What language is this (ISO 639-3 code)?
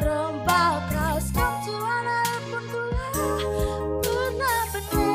btx